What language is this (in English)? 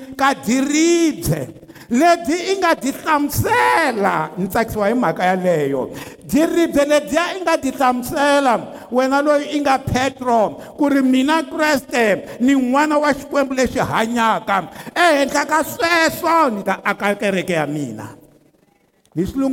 Tsonga